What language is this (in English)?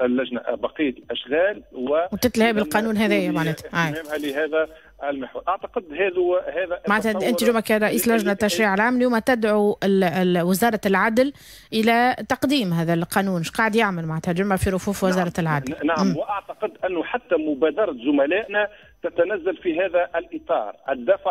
Tunisian Arabic